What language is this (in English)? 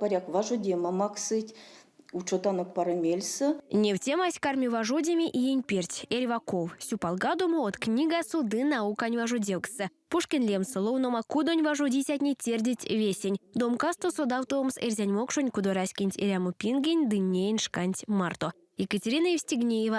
Erzya